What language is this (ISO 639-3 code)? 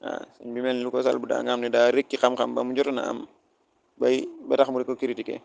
wol